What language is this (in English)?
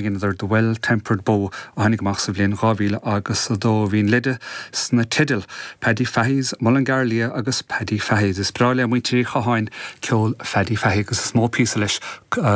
Irish